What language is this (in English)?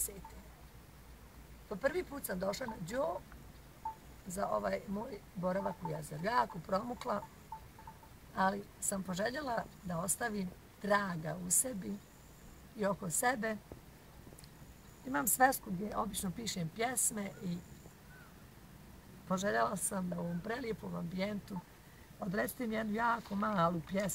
Bosnian